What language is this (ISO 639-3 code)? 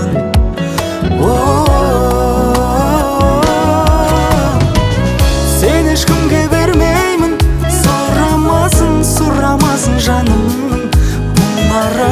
kaz